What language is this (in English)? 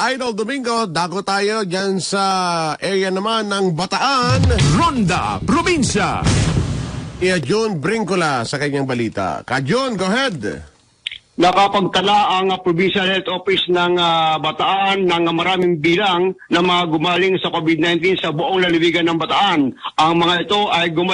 Filipino